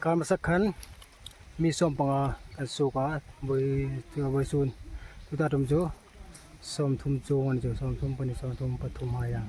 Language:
Hmar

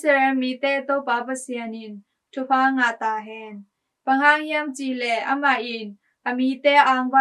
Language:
Tedim Chin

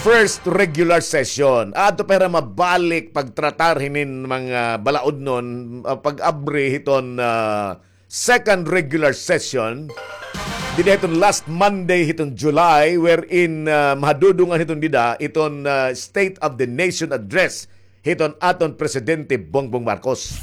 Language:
Waray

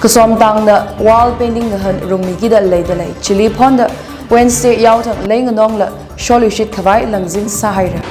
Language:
Tangkhul Naga (India)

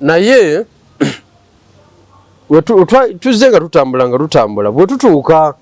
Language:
Ganda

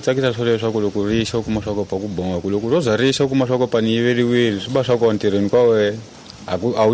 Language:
Tsonga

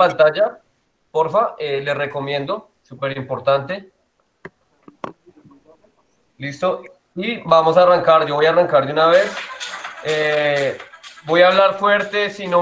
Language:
Spanish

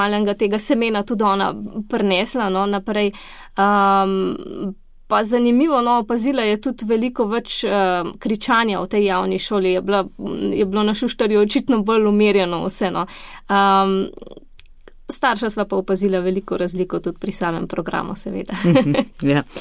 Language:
Slovenian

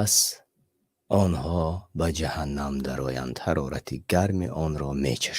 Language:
Tajik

